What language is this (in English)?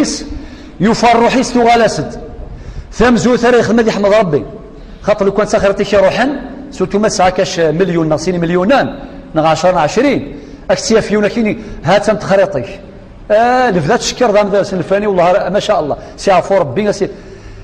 Kabyle